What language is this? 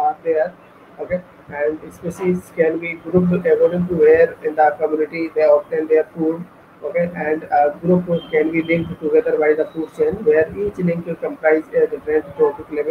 English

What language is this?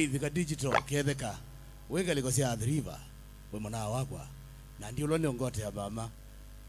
Kamba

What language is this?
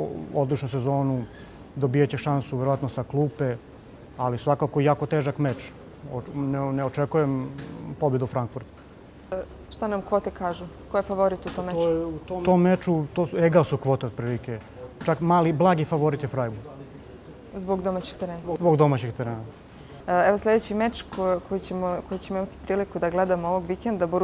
Serbian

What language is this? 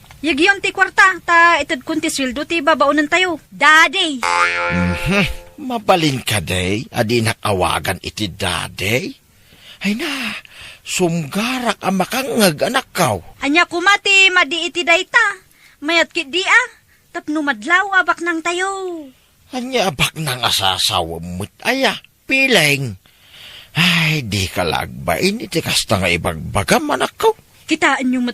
Iloko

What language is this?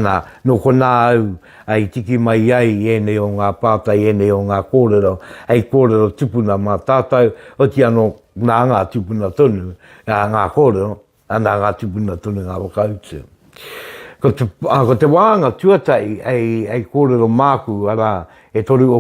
Māori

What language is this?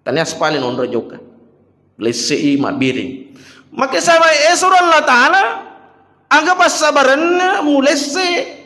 Buginese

